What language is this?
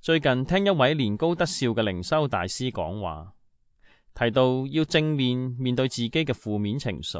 Cantonese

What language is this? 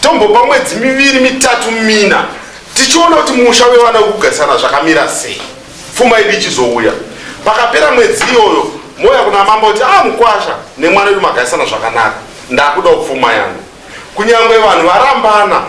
Shona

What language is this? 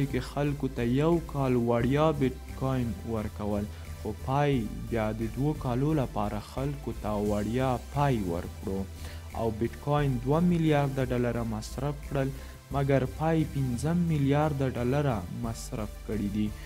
Pashto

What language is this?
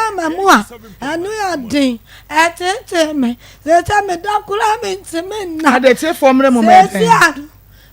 Akan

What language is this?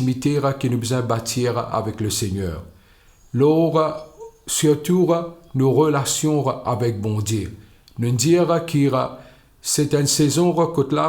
Morisyen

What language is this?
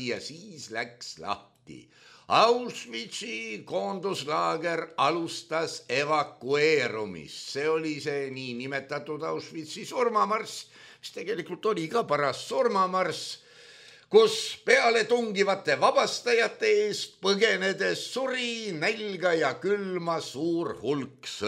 Estonian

